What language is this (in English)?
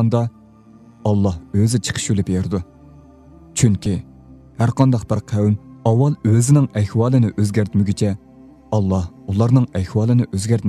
Uyghur